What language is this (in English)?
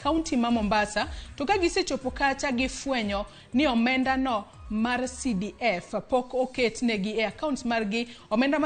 Luo (Kenya and Tanzania)